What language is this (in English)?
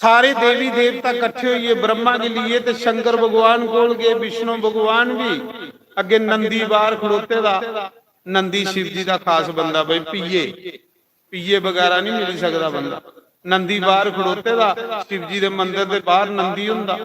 Dogri